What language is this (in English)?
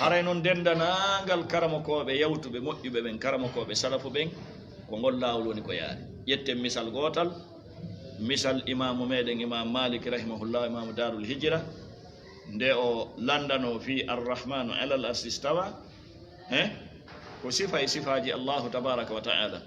Fula